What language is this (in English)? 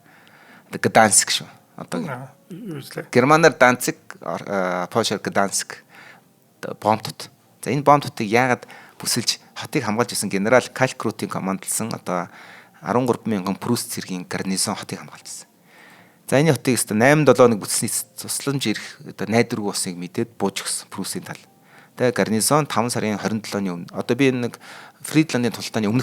Mongolian